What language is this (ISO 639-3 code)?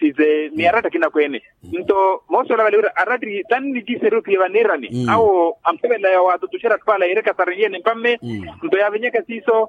vmw